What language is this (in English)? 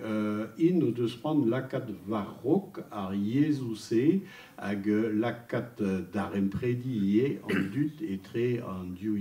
Breton